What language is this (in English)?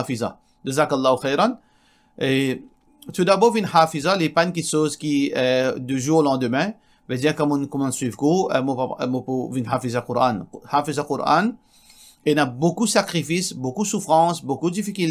Morisyen